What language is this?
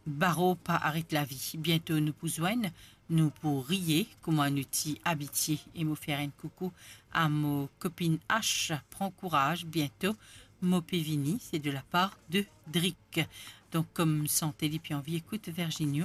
Morisyen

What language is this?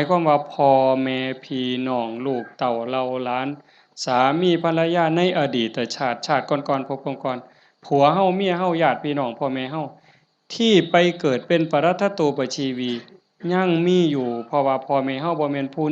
Northeastern Thai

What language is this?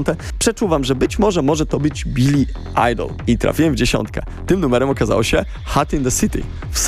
Polish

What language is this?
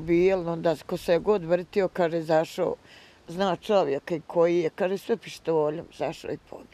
Bosnian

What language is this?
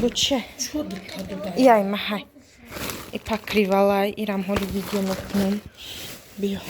Tajik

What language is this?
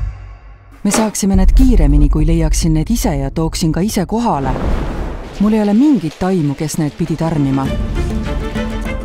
Estonian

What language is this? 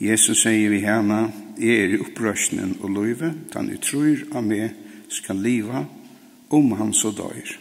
Faroese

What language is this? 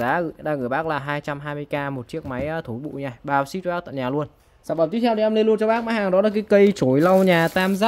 Vietnamese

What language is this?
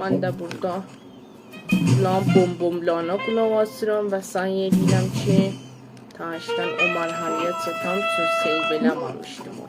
South Azerbaijani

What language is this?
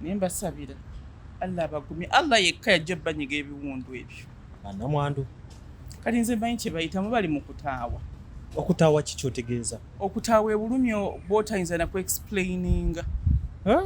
Ganda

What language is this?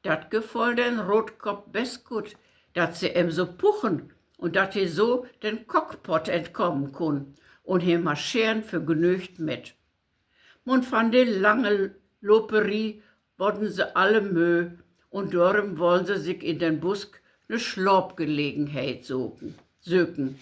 Low German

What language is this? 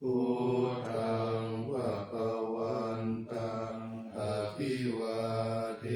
Pali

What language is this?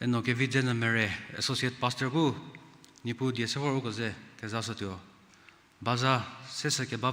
Angami Naga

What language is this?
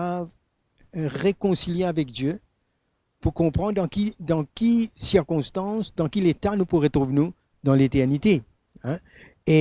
Morisyen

